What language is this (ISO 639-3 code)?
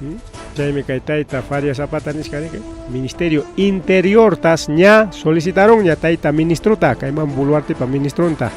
quy